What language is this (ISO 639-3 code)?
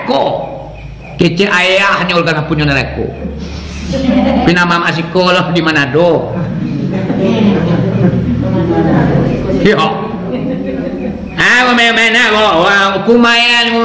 min